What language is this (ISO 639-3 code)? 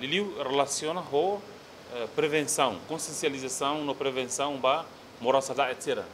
tet